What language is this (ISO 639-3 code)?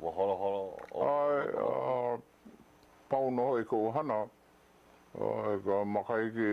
haw